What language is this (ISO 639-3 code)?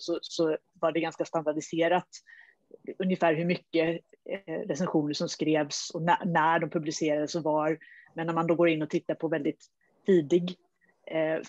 swe